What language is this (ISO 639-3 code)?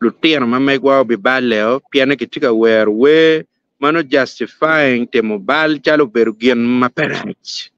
ach